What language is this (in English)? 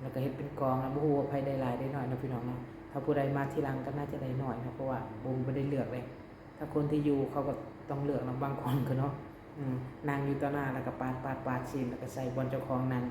Lao